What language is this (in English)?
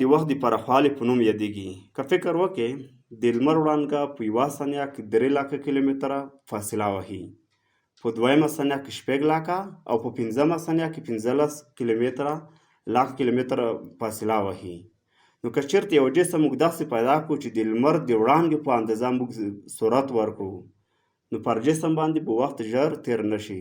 Pashto